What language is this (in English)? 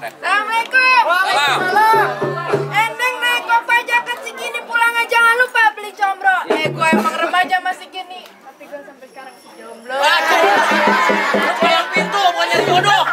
Betawi